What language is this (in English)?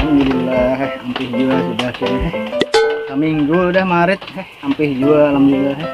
Banjar